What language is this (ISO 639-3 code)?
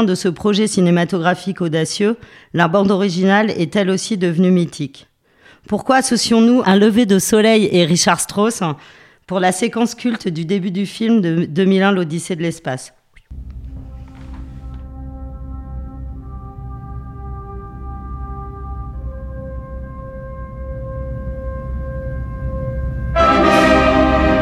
fra